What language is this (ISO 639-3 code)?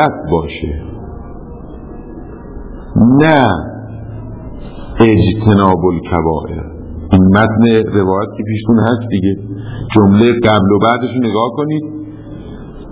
fas